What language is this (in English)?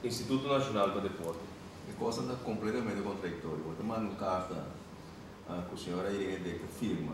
Papiamento